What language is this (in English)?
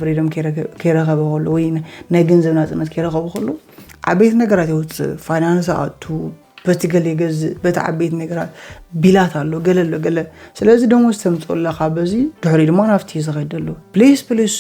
Tigrinya